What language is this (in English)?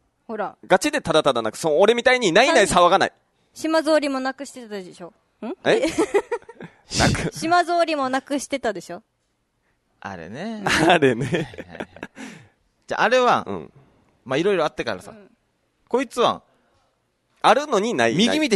Japanese